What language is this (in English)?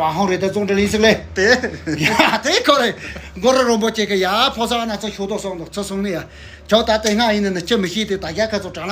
Tibetan